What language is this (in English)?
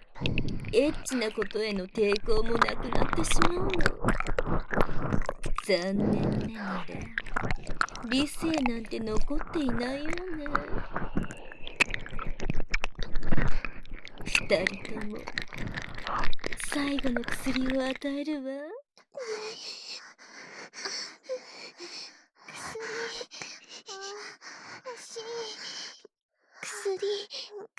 Japanese